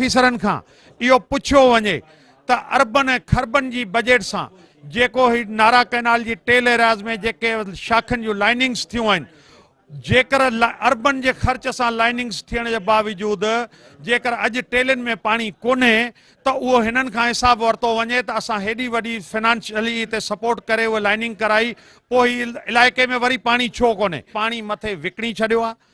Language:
Sindhi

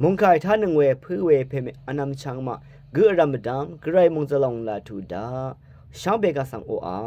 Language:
Rawang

